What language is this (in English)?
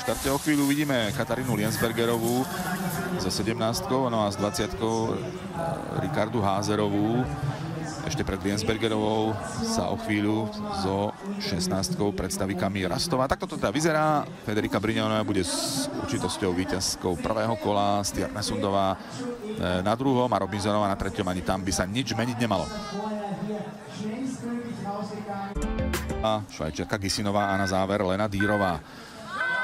Slovak